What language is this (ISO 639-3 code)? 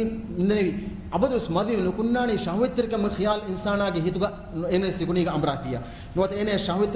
div